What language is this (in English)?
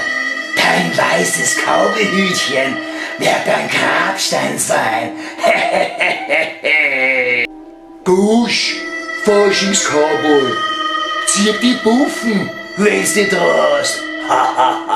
Bavarian